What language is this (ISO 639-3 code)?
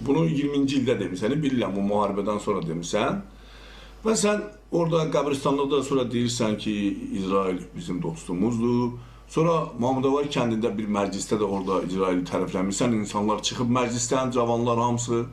aze